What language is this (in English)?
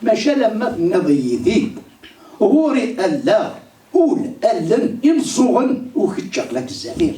Kabyle